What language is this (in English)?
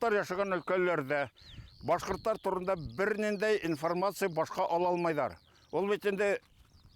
Bashkir